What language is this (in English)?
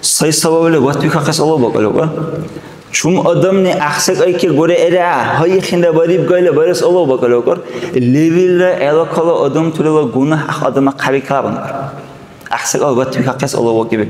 Dargwa